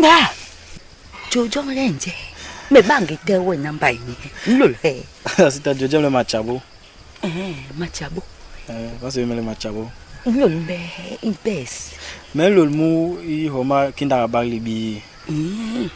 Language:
Basaa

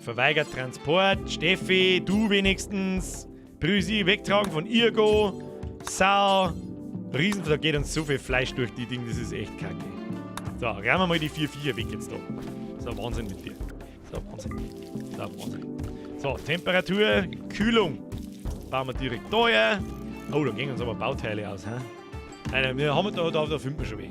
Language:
Bavarian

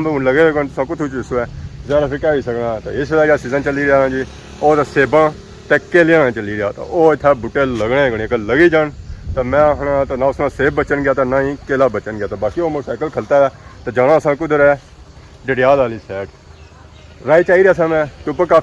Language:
Pahari-Potwari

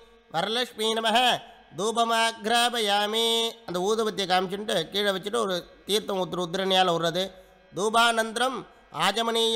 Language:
Tamil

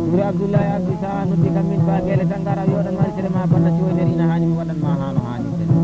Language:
Fula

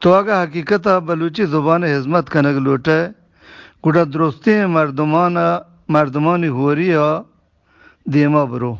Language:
Eastern Balochi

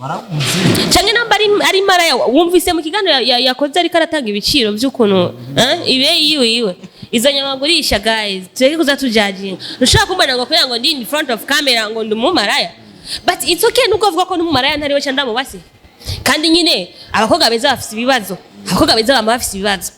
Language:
Rundi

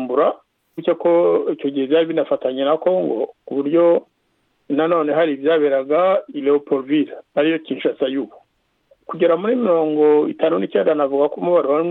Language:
Kinyarwanda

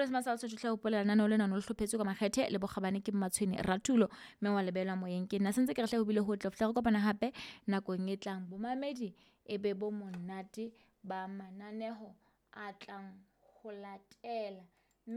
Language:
Southern Sotho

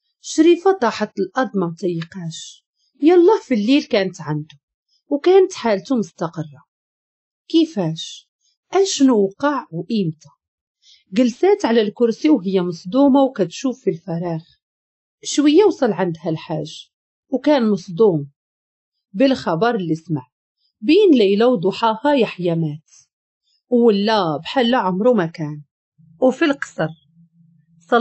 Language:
Moroccan Arabic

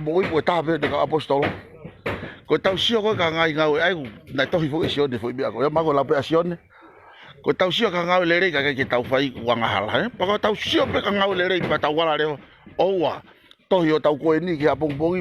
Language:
Tongan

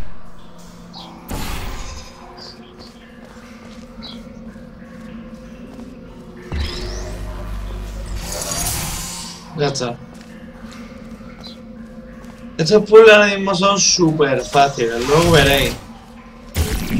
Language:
Spanish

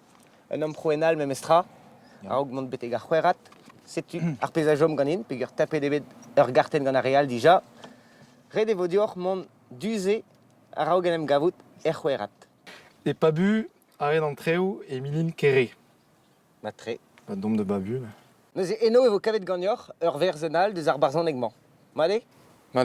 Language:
Breton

